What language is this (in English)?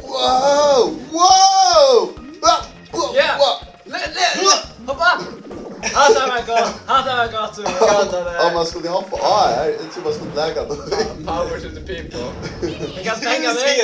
Faroese